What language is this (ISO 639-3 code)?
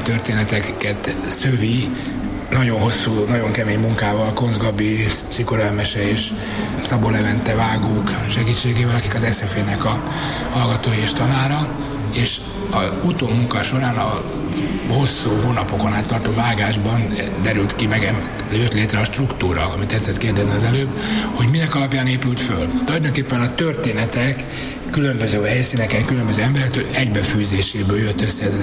hun